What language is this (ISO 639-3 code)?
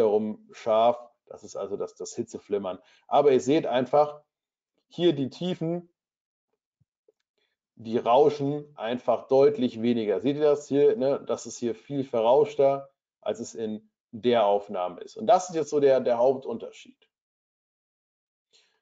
deu